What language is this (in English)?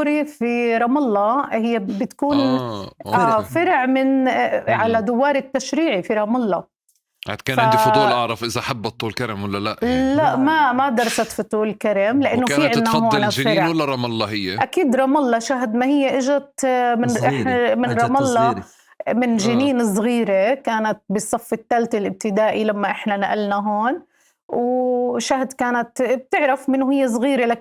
North Levantine Arabic